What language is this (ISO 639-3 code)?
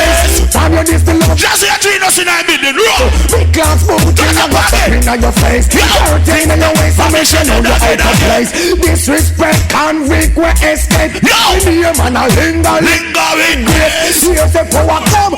jam